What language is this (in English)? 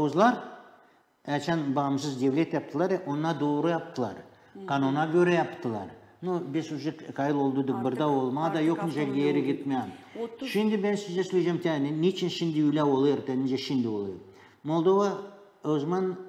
Gagauz